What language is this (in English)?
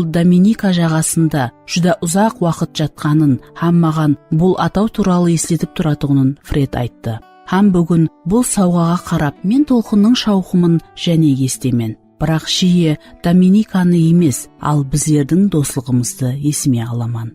Kara-Kalpak